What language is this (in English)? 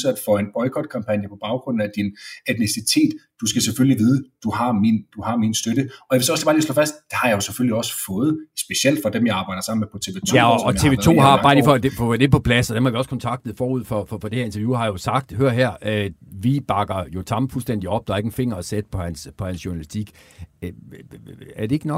Danish